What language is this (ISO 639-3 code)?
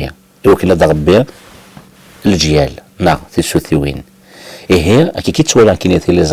kab